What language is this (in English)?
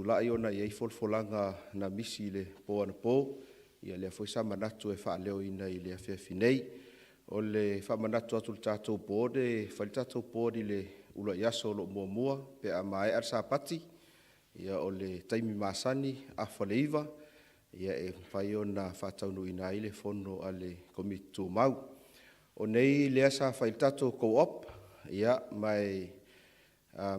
Samoan